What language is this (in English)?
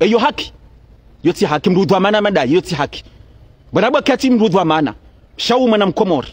Ngazidja Comorian